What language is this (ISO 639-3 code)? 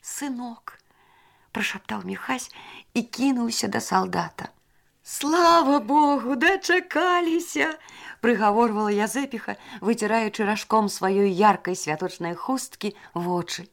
bel